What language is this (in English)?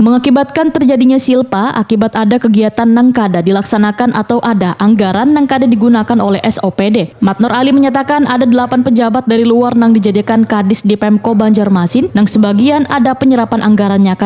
Banjar